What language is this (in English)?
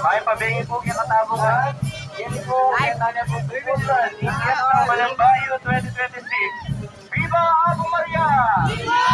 Pampanga